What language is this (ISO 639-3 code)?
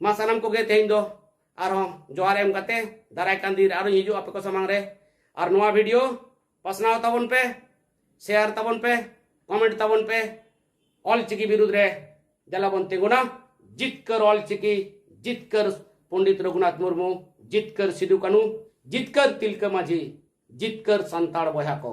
sat